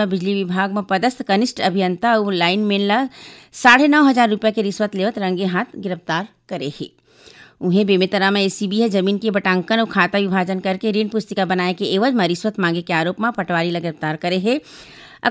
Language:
Chhattisgarhi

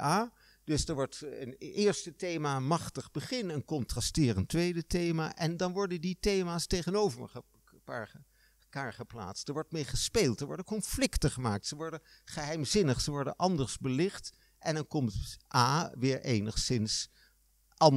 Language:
Dutch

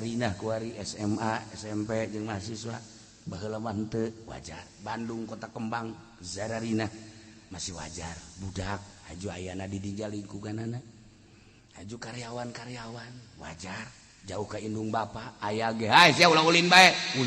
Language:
Sundanese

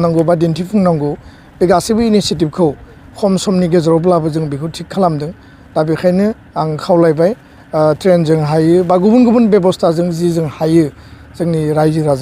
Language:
Bodo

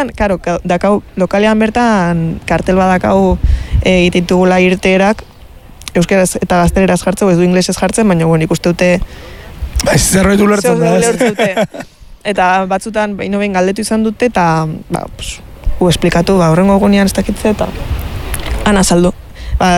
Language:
Basque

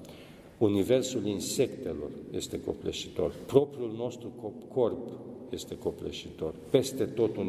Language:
Romanian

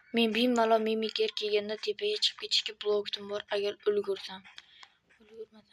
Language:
Uzbek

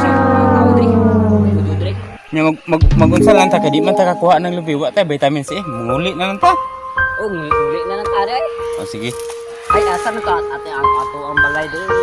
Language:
Cebuano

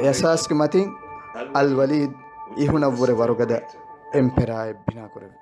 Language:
Divehi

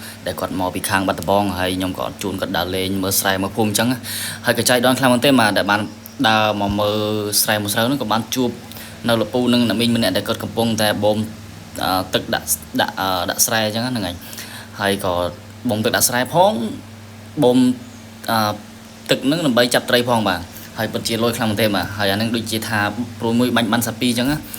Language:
Khmer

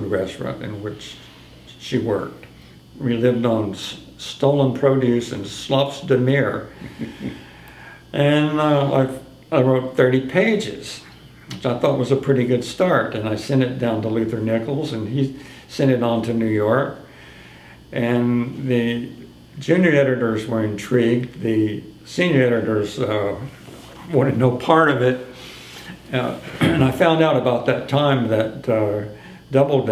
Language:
English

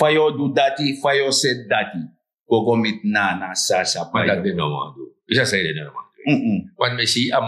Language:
Sranan Tongo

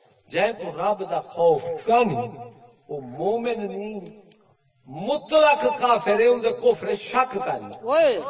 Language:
Saraiki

